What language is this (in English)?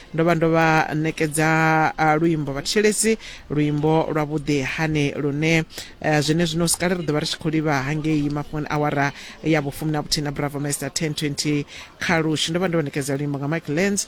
Venda